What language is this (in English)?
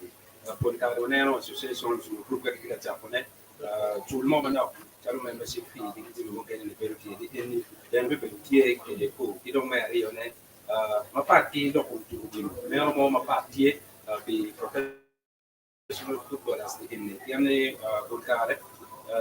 Acoli